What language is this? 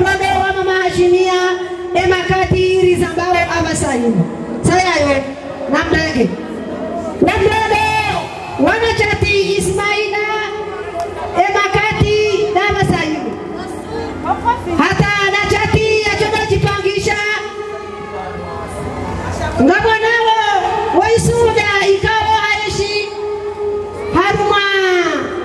Swahili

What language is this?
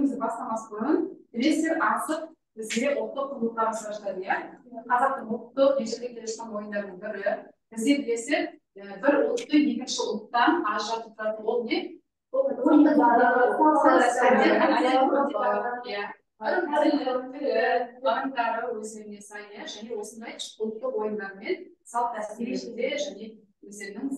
Kazakh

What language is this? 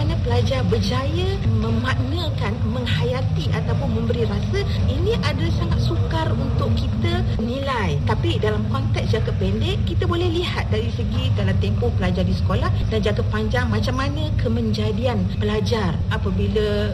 Malay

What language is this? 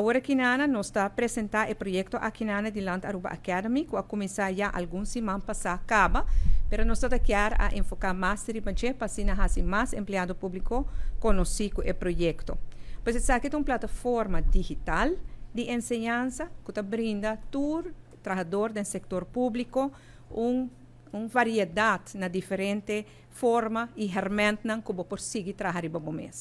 Papiamento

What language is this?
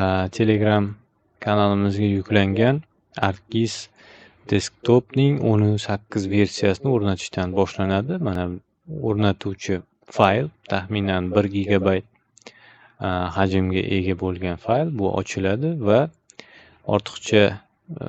Uzbek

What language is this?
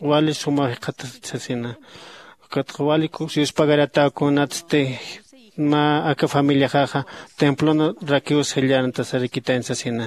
Aymara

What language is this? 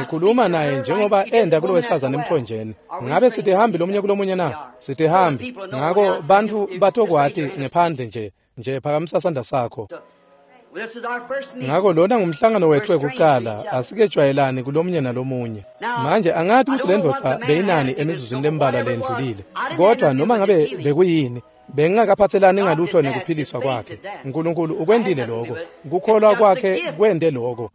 Swati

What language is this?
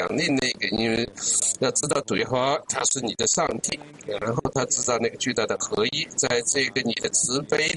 Chinese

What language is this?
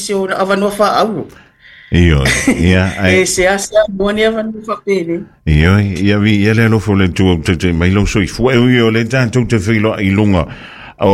Samoan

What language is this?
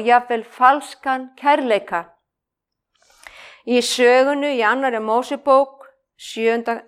Icelandic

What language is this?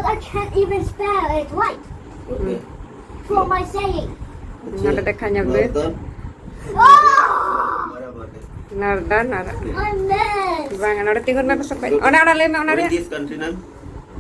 Santali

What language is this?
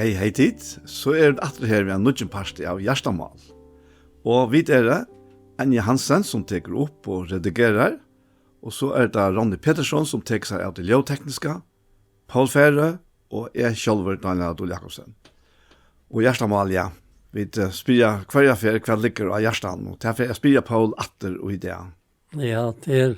Faroese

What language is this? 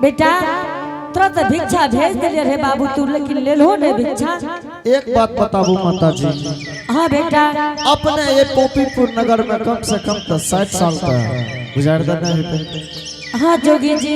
Angika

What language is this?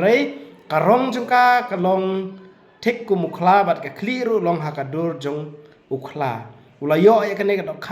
Khasi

